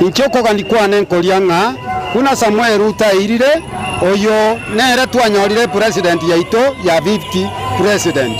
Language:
Gusii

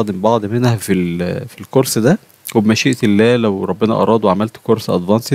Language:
Egyptian Arabic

